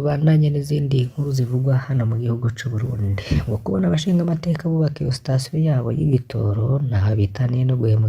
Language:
Rundi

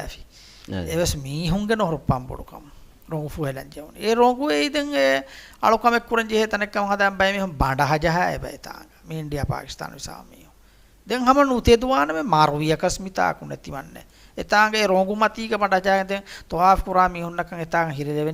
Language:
Divehi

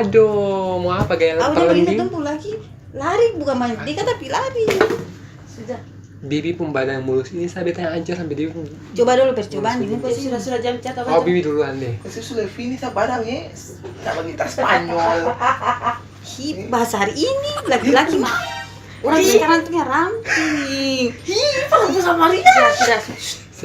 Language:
Ambonese Malay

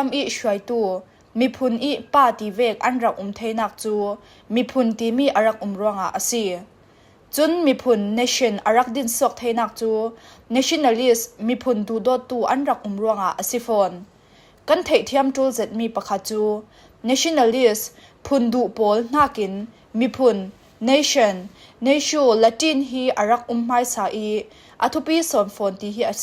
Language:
Falam Chin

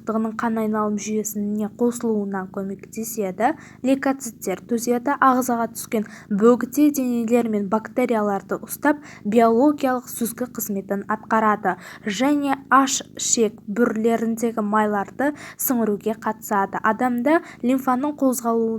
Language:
Kazakh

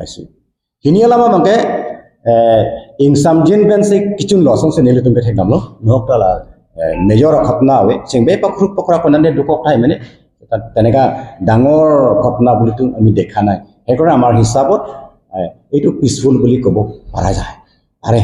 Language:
Karbi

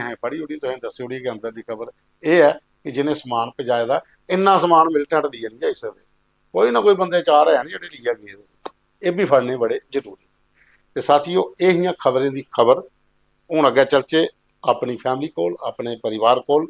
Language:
Dogri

